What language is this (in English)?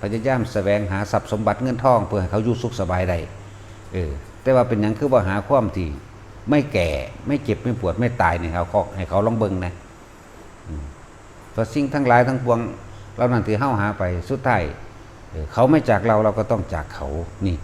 Northeastern Thai